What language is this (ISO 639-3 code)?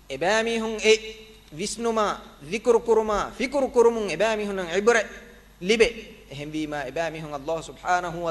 div